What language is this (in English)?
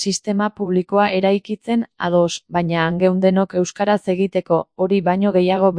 Basque